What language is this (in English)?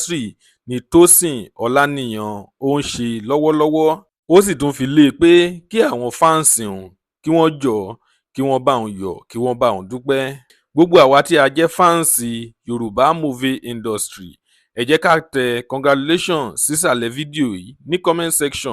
Yoruba